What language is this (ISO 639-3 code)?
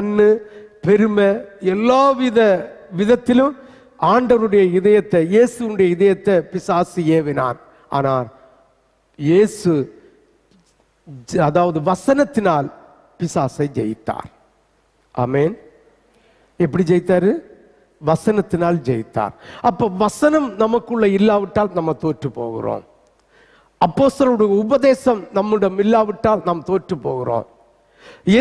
tam